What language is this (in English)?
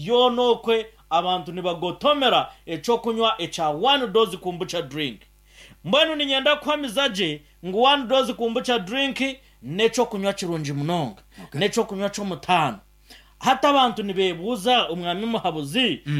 Nyankole